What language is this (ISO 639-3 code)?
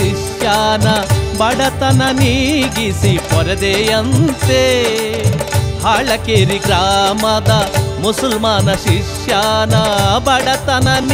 kan